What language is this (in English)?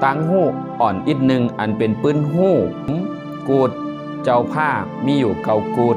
Shan